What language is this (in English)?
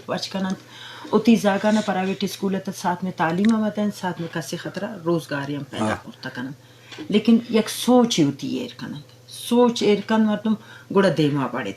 Eastern Balochi